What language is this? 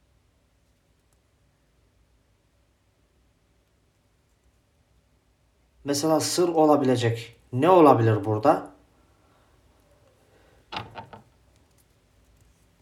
Turkish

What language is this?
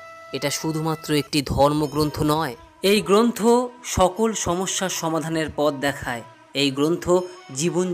Bangla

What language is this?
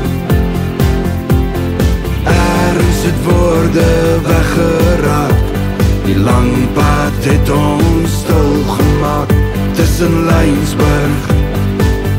Afrikaans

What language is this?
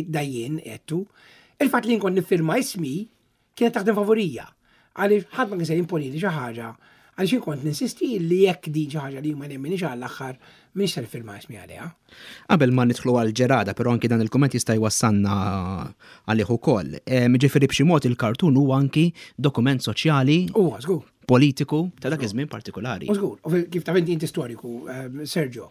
Maltese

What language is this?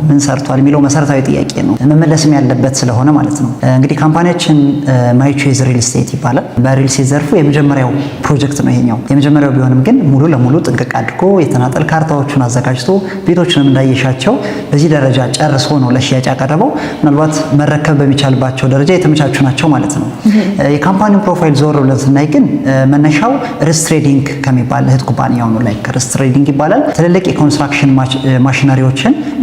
Amharic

